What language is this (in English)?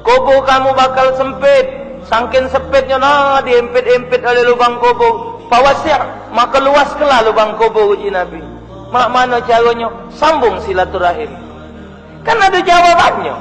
Musi